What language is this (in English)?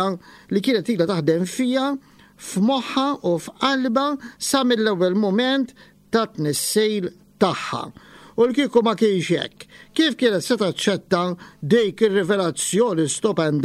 Maltese